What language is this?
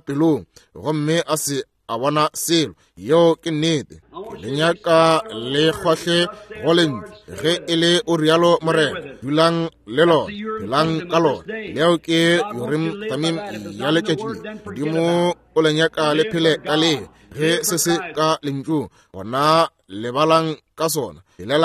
Northern Sotho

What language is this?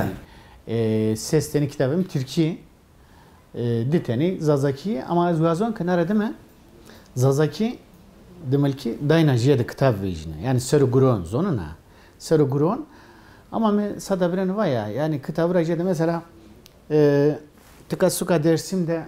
Zaza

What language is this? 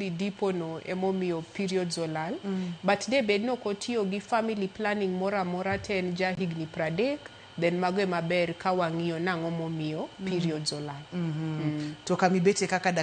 Luo (Kenya and Tanzania)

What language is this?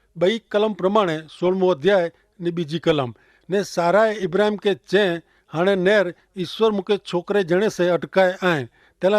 Kachhi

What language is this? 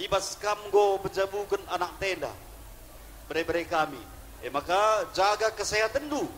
Batak Karo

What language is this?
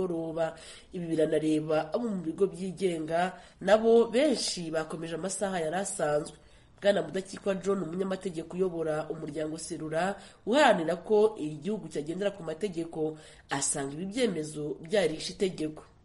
Kinyarwanda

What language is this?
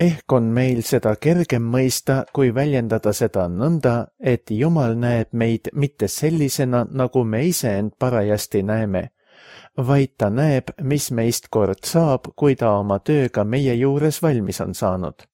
Estonian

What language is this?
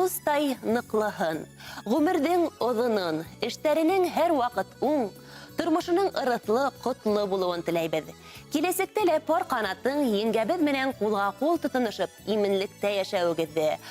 Bashkir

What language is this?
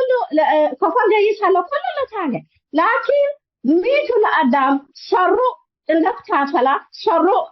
Tigre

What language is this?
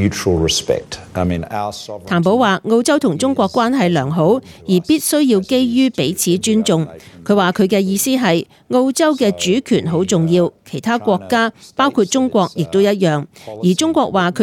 Cantonese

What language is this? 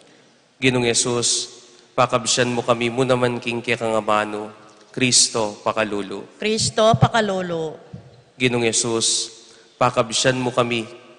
Pampanga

